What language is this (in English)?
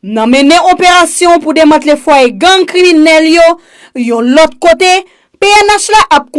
Haitian Creole